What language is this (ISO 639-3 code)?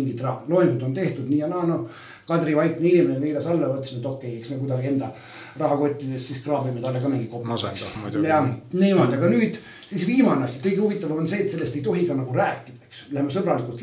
est